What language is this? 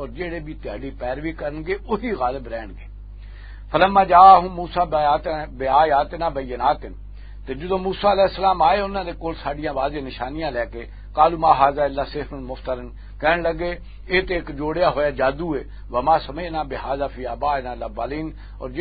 Western Panjabi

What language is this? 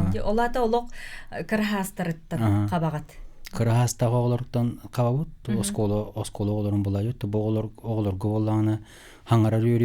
Yakut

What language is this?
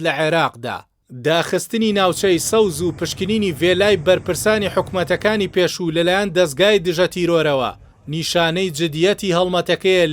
Central Kurdish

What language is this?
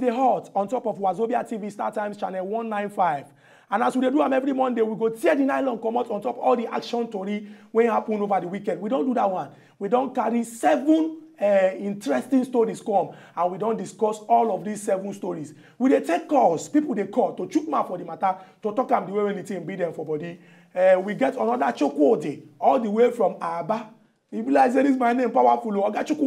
Nigerian Pidgin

